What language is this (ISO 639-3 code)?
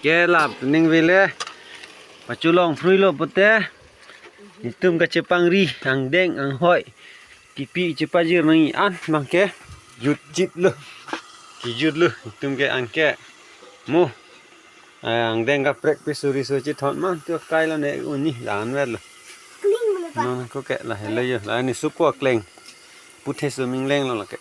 mjw